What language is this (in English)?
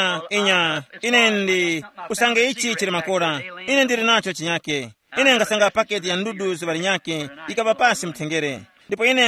Tumbuka